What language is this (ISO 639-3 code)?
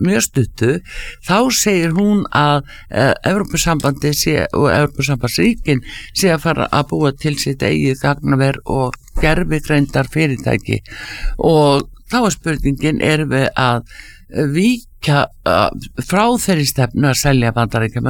isl